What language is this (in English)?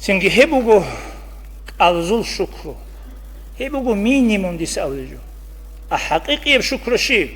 Avaric